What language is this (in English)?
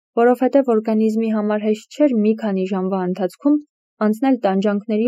Armenian